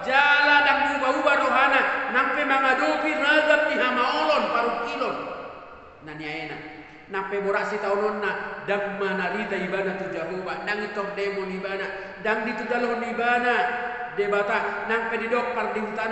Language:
Batak Toba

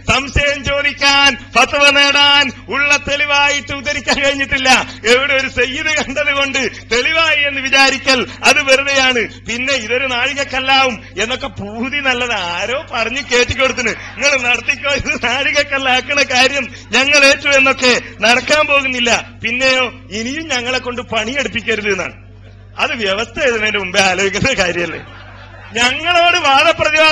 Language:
Malayalam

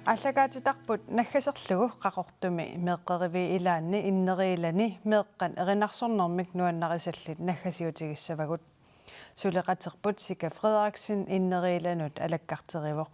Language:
Kalaallisut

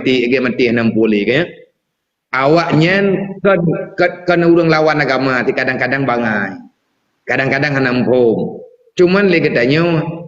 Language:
Achinese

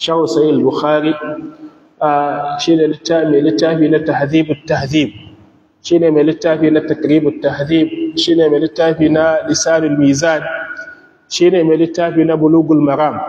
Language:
Hausa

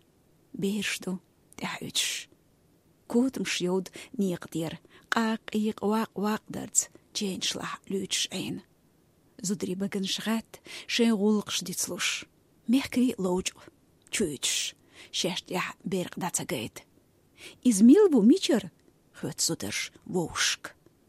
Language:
Chechen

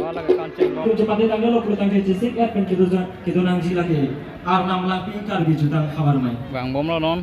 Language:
Karbi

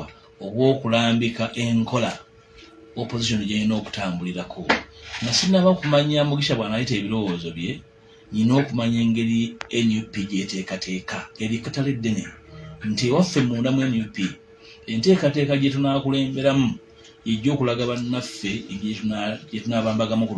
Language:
Ganda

